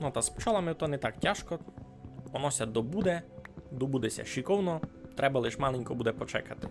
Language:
Rusyn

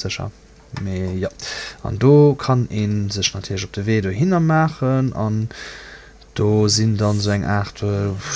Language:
Luxembourgish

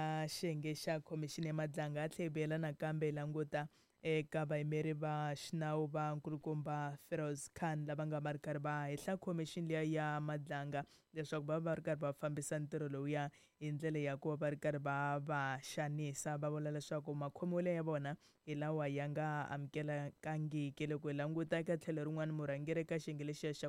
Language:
Tsonga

